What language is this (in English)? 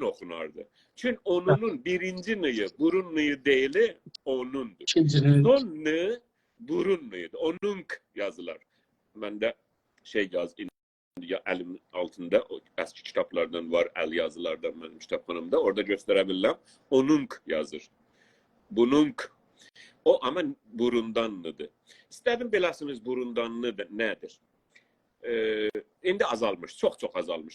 South Azerbaijani